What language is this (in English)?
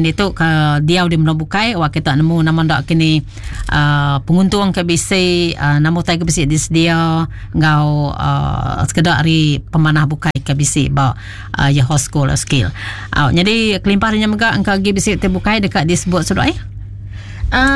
Iban